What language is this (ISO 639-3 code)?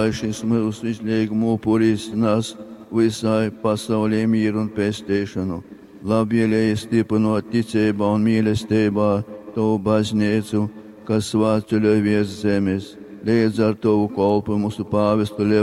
ltg